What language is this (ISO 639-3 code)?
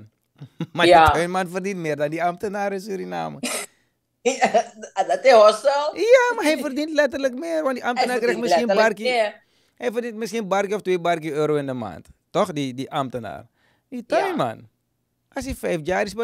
nld